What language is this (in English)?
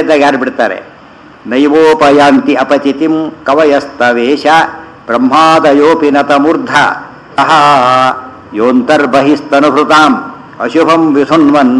Kannada